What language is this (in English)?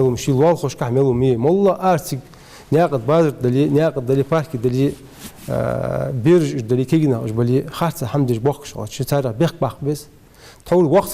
Ingush